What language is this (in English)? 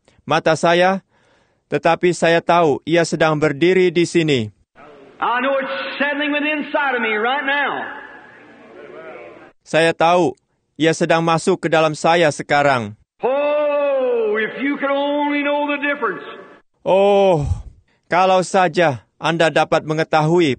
Indonesian